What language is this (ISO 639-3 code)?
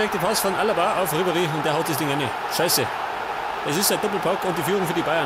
bar